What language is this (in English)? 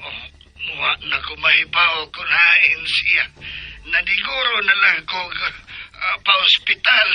Cebuano